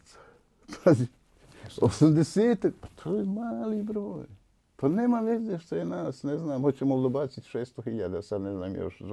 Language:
Bosnian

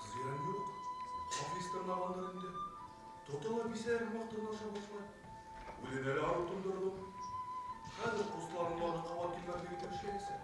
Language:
Bashkir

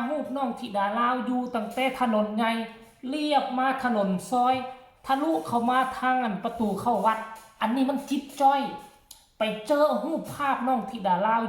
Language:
Northeastern Thai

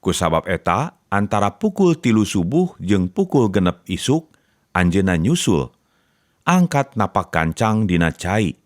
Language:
Sundanese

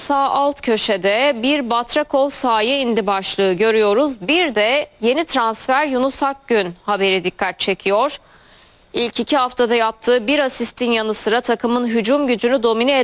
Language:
Turkish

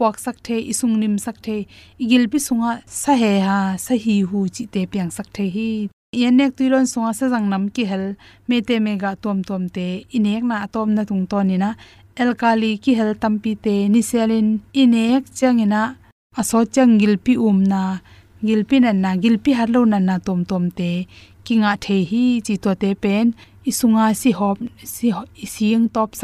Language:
Tedim Chin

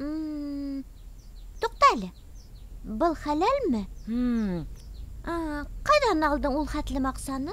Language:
Bashkir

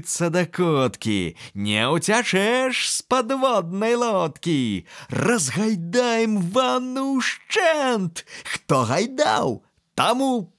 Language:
Belarusian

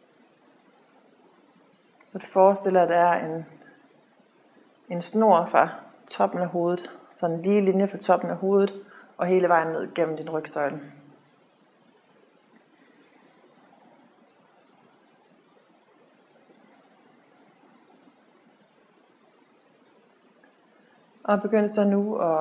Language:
Danish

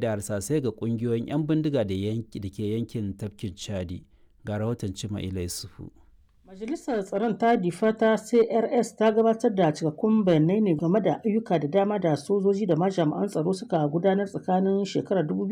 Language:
Hausa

